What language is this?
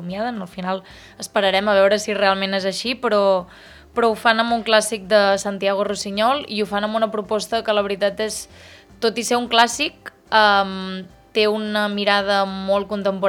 Catalan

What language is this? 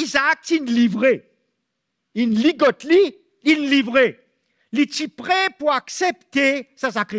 Morisyen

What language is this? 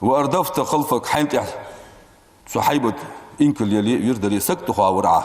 Ingush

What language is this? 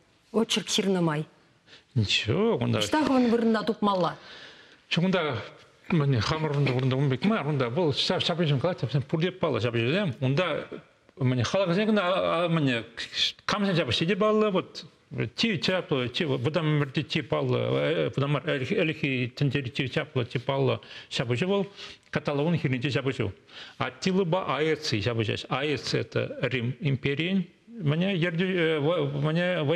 Chuvash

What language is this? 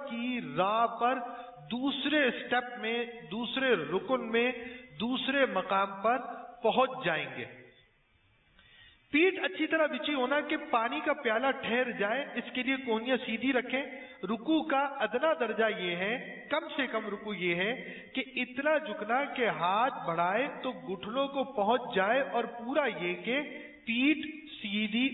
Urdu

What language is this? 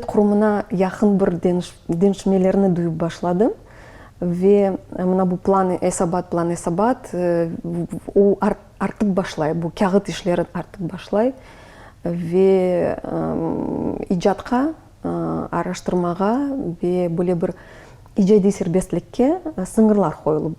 Crimean Tatar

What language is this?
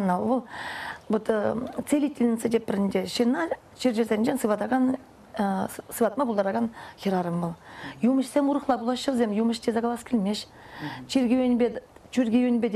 Chuvash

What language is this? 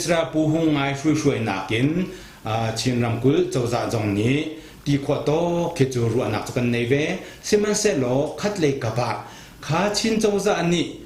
Hakha Chin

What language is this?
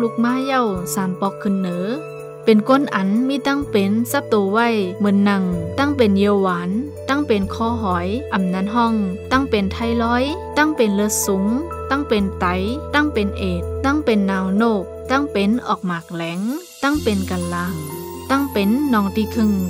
Shan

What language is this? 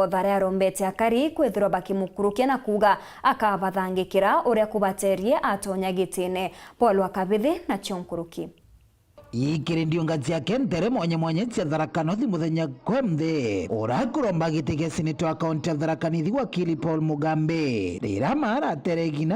Meru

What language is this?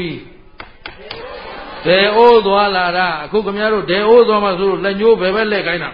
Burmese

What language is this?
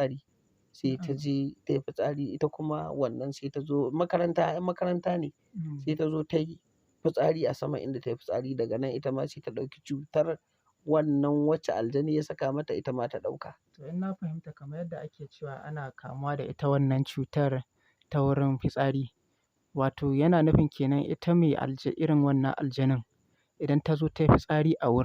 Hausa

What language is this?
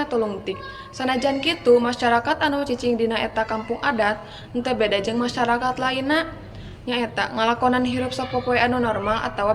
Sundanese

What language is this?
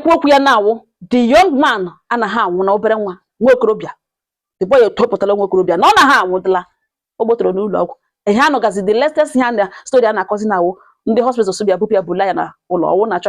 Igbo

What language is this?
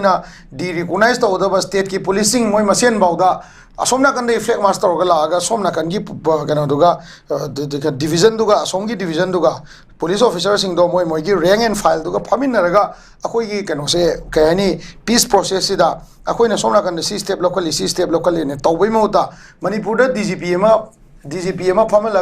Manipuri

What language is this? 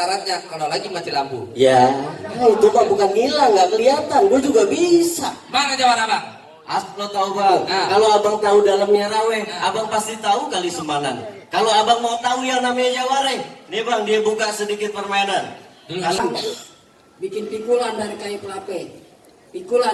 Betawi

